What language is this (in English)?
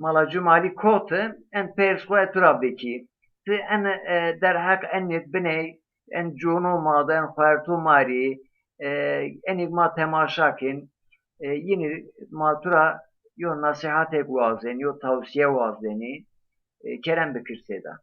Zaza